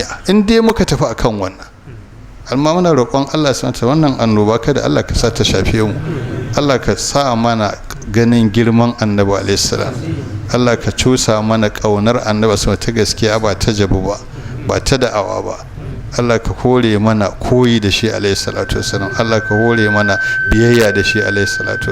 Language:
Hausa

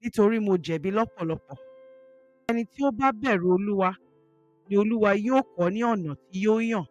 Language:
Yoruba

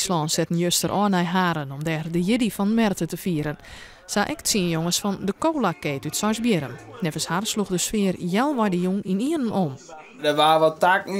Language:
Western Frisian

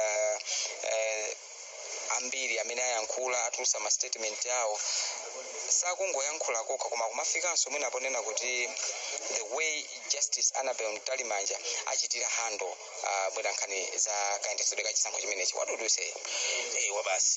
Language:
Nyanja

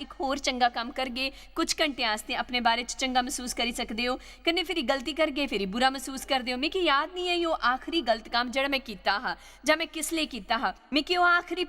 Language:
Dogri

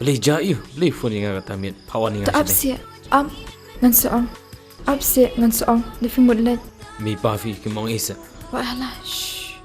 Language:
Khasi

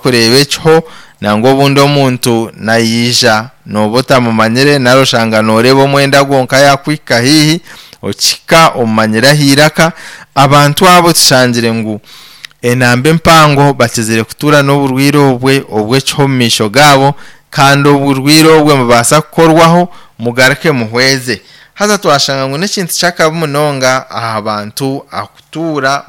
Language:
Nyankole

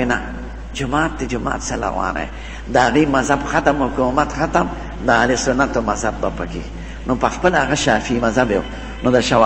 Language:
Pashto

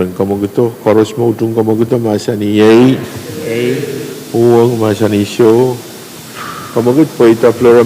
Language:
Pohnpeian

